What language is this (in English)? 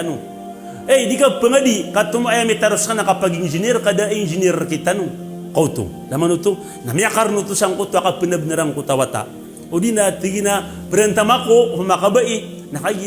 Maranao